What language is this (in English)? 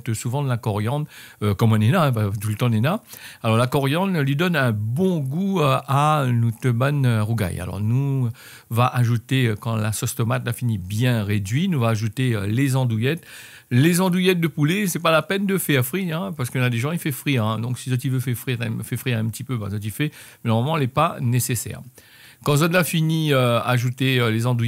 Réunion Creole French